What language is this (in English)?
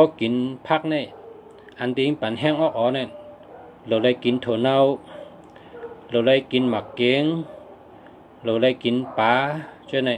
Shan